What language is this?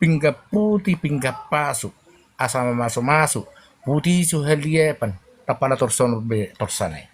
Batak Toba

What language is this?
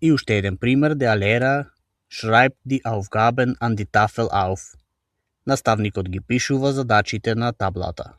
Macedonian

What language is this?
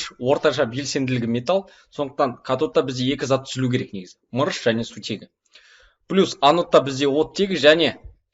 Kazakh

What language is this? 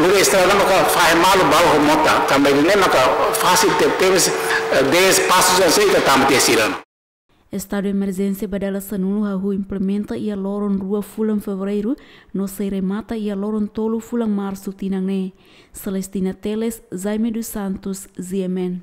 Tetum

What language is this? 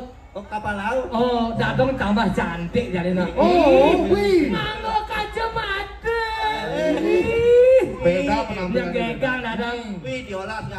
Balinese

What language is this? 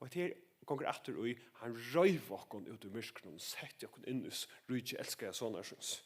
Faroese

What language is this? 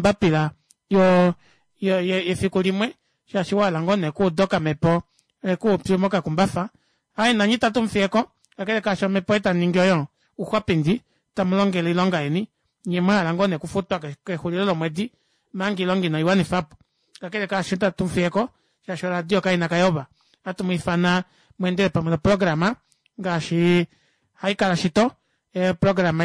Kuanyama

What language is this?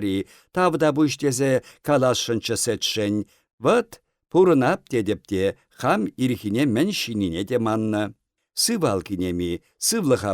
Chuvash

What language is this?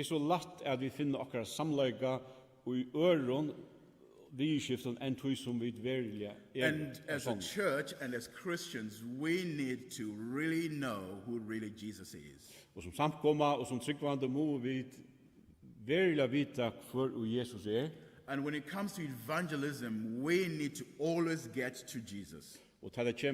Faroese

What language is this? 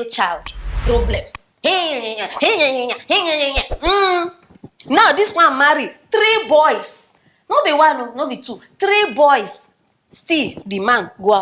Nigerian Pidgin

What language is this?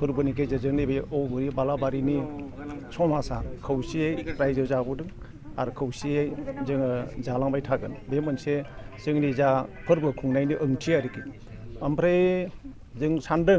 Bodo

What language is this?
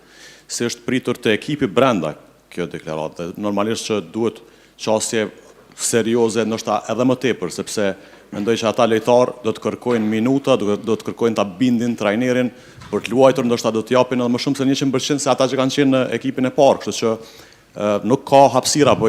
Albanian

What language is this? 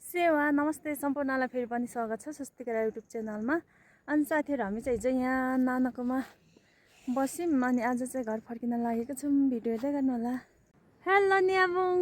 Nepali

